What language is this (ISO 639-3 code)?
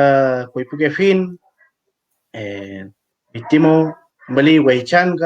arn